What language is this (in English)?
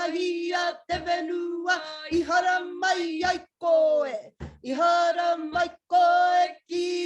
Māori